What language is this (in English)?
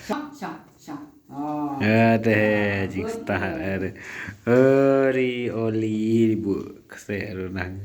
Khasi